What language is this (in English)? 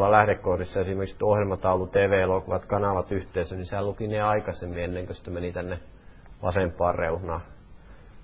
Finnish